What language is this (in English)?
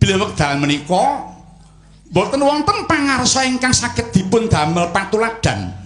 Javanese